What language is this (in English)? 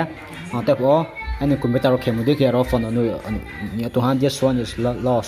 Riang (India)